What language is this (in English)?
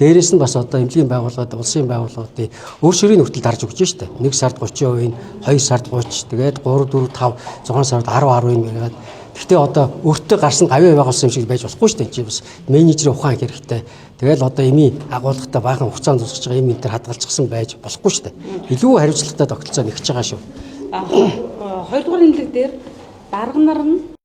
Mongolian